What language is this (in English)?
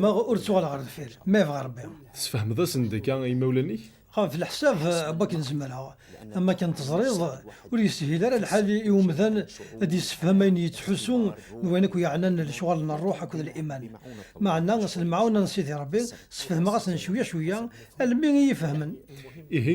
Kabyle